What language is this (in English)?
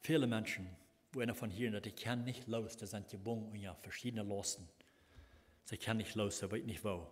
Plautdietsch